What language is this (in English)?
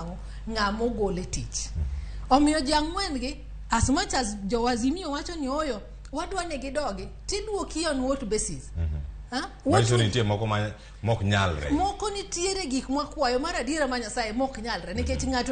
Luo (Kenya and Tanzania)